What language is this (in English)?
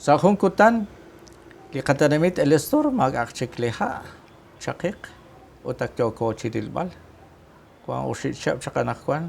Kekchí